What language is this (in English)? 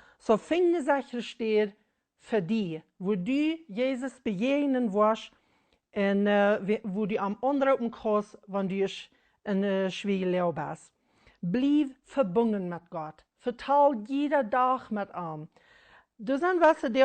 Plautdietsch